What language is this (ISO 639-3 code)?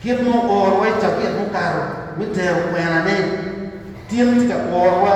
ach